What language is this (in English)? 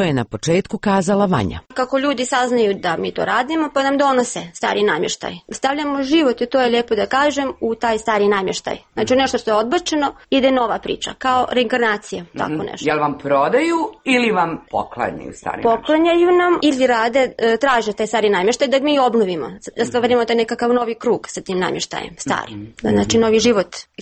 Serbian